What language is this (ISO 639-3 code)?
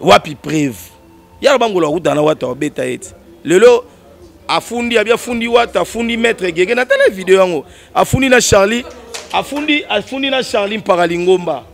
lin